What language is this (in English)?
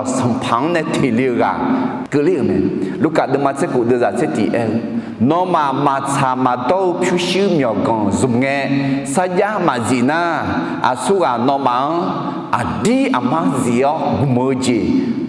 Akha